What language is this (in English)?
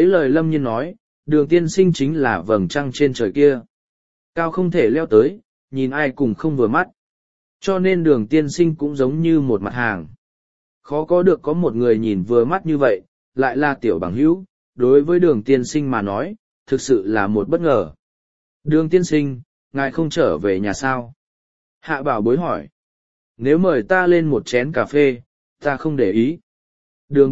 Vietnamese